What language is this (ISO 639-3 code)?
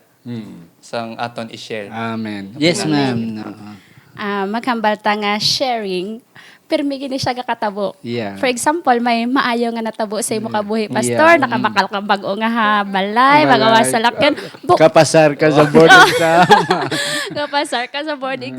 hil